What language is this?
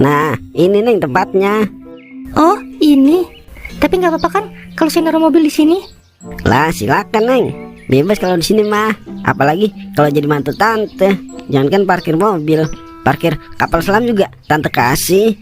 Betawi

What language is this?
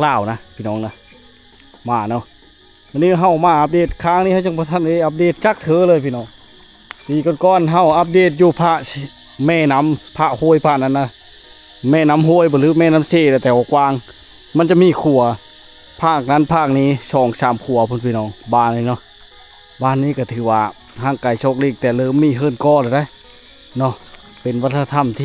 Lao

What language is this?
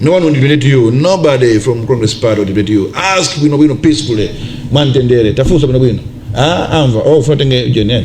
Nyanja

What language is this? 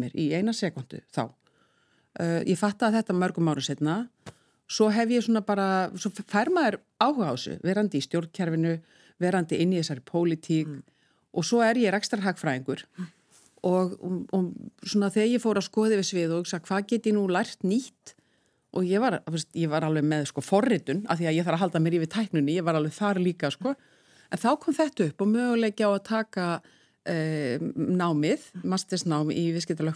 Icelandic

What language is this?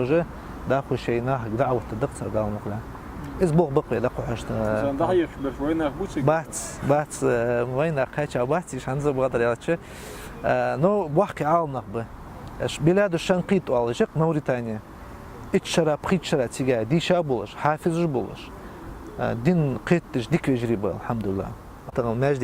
Chechen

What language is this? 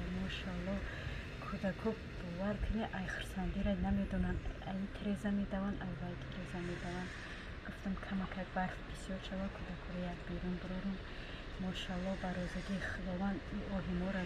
Tajik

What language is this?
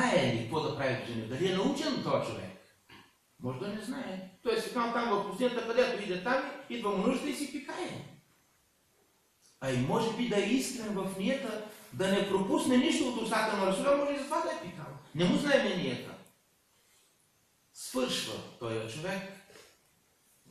Bulgarian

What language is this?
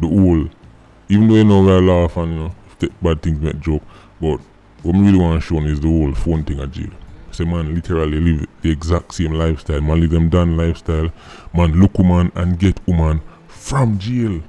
Jamaican Creole English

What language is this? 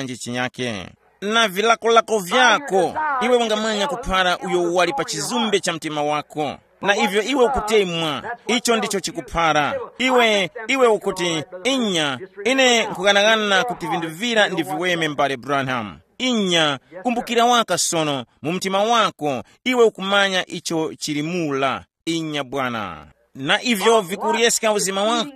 Tumbuka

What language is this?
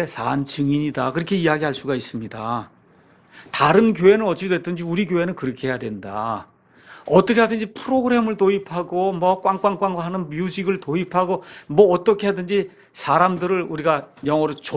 Korean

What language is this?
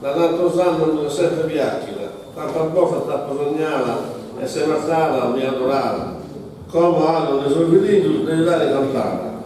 Sardinian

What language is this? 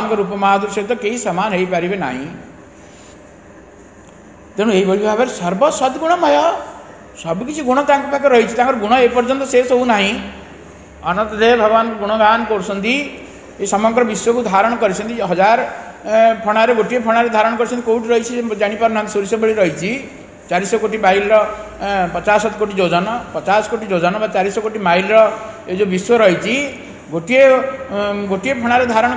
Odia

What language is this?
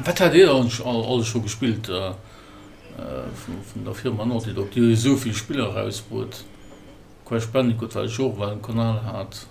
Luxembourgish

